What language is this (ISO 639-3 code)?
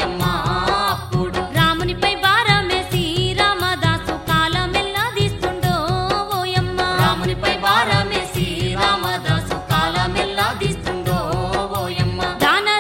tel